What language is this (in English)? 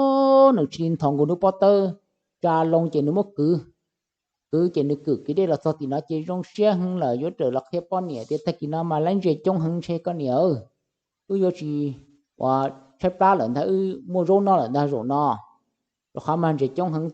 Hmong